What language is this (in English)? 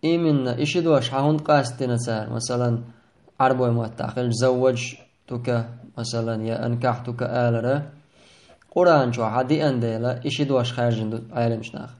Chechen